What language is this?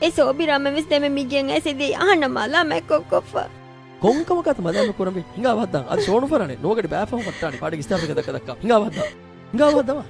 Divehi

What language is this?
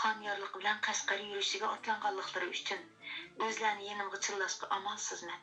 Uyghur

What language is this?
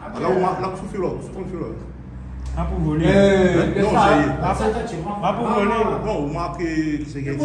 Réunion Creole French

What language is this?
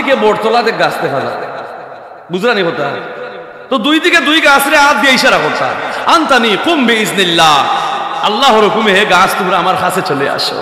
Sylheti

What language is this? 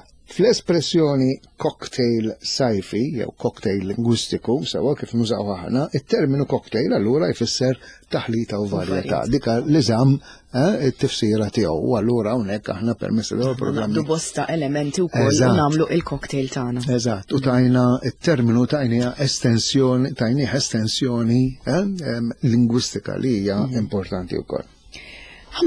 Maltese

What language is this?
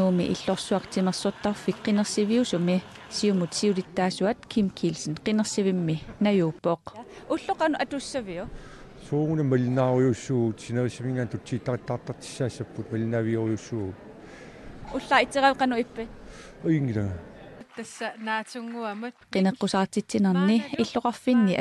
Kalaallisut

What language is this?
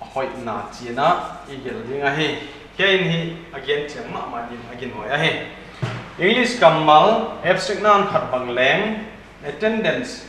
Paite Chin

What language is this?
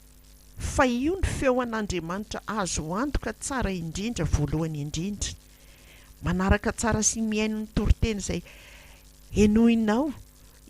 Malagasy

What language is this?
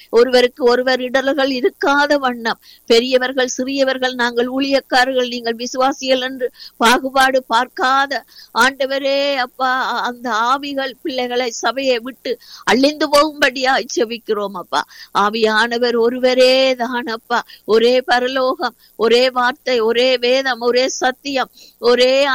Tamil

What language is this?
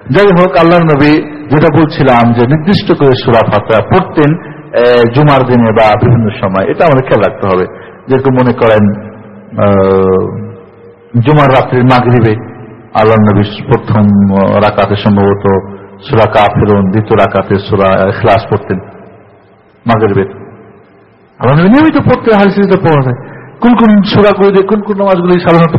Bangla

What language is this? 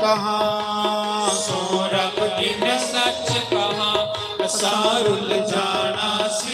Dogri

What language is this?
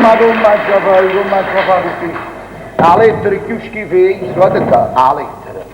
Neapolitan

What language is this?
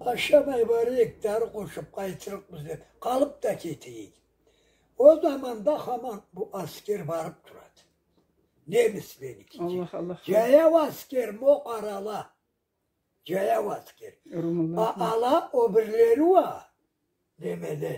Karachay-Balkar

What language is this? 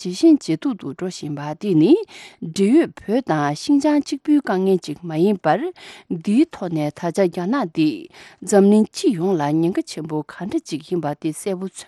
Tibetan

